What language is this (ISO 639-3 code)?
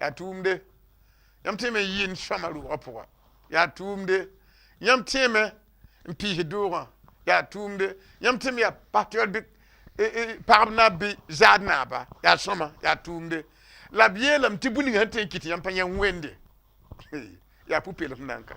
mos